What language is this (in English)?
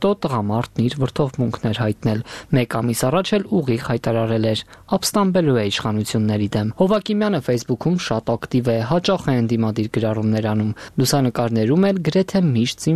Armenian